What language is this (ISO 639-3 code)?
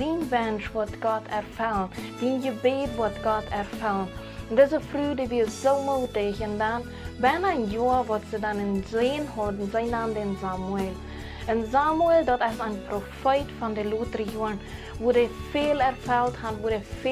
pdt